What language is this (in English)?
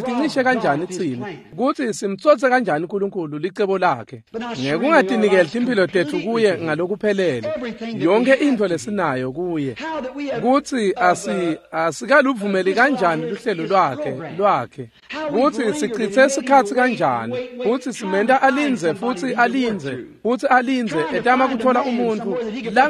Swati